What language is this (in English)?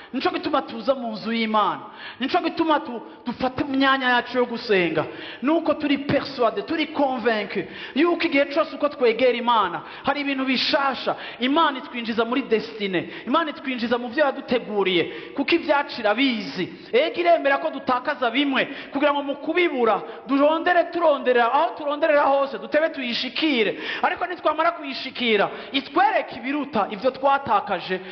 Rundi